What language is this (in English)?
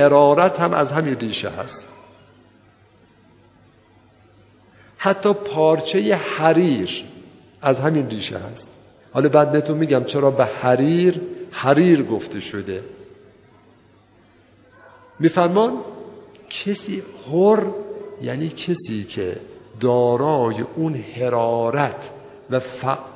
Persian